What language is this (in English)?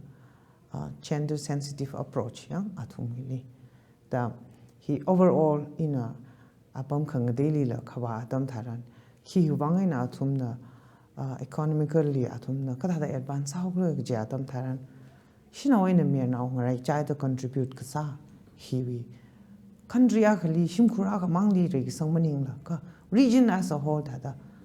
Tangkhul Naga (India)